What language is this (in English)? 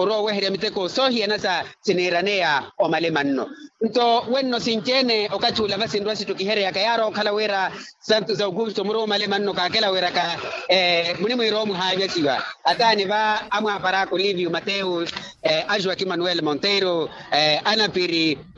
Makhuwa